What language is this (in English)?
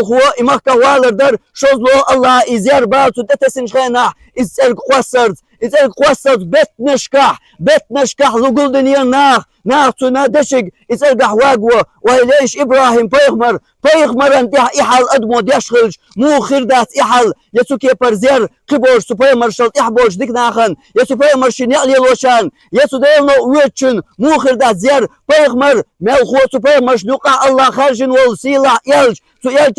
Chechen